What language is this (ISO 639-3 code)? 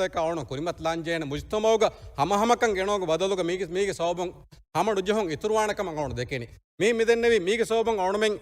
div